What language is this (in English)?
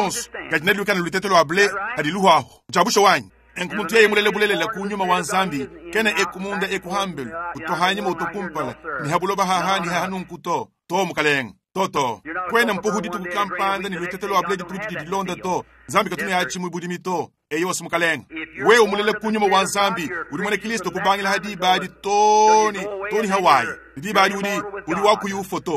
Luba-Lulua